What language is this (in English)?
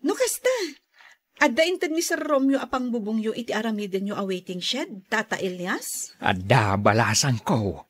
Iloko